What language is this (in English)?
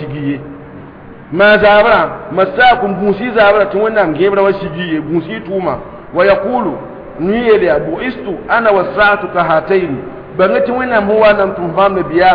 Mossi